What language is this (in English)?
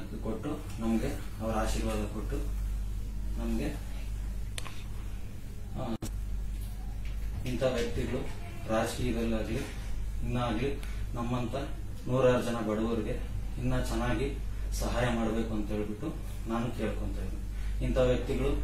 Kannada